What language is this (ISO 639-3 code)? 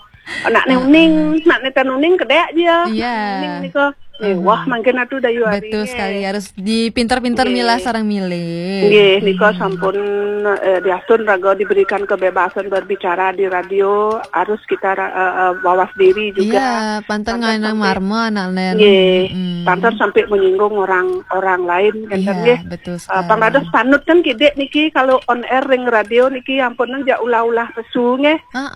ban